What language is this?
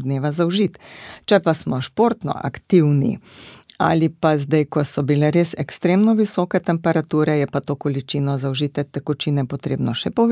Slovenian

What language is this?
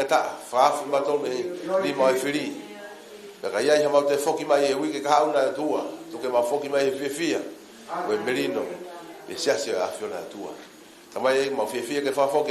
Tongan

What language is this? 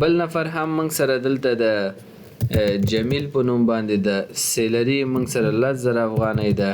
Pashto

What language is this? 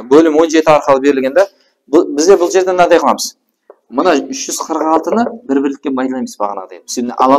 Kara-Kalpak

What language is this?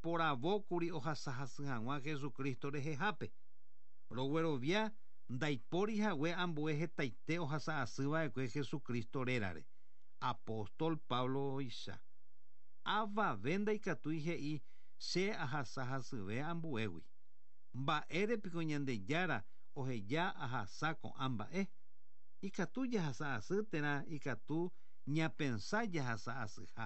Guarani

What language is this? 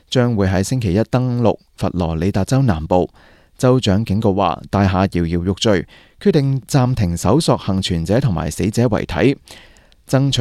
Cantonese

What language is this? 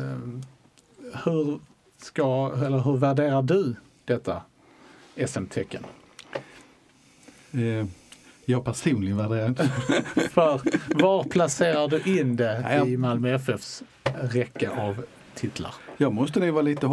Swedish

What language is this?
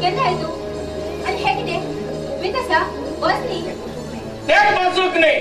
Konkani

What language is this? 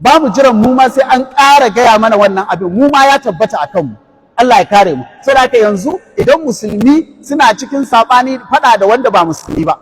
Hausa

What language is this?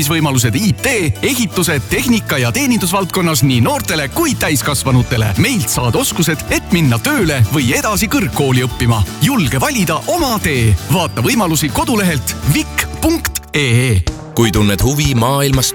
Estonian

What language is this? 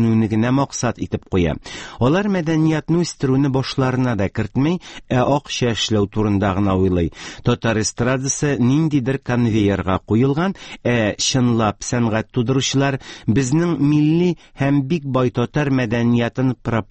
Tatar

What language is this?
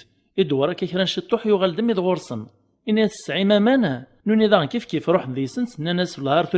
Kabyle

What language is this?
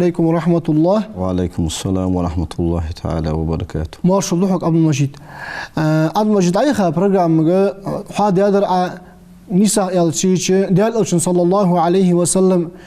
Ingush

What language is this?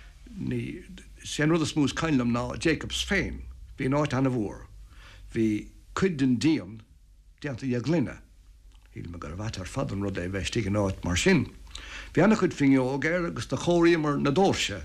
Irish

